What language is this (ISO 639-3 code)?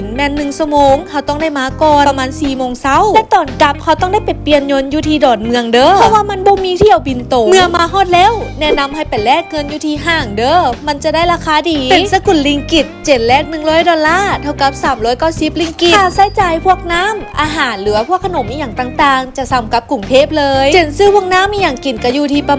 lao